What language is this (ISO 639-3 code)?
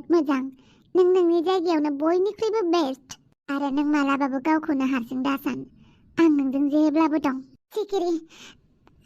brx